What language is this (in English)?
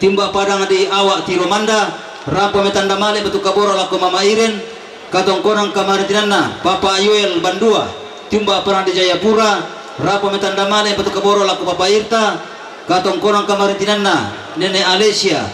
Toraja-Sa'dan